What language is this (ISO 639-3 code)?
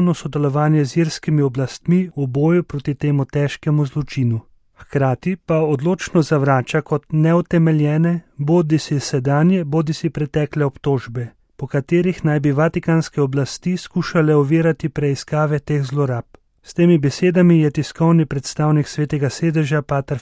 slv